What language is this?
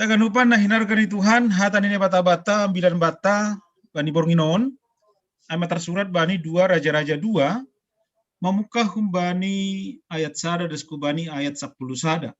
Batak Simalungun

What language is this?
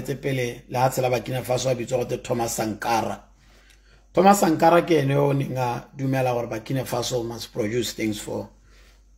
Tswana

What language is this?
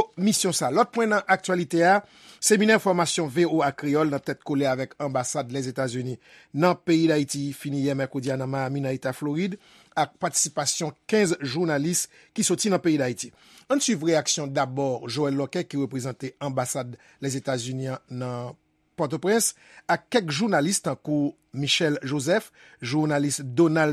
Haitian Creole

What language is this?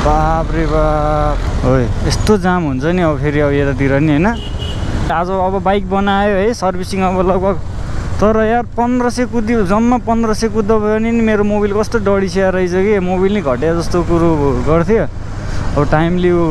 Nepali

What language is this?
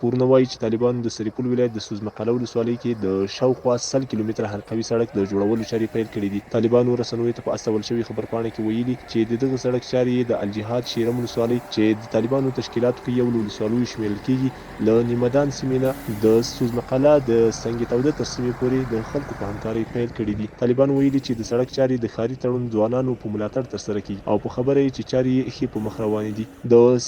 Pashto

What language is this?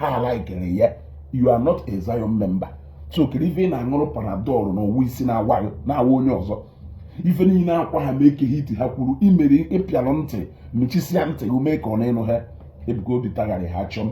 Igbo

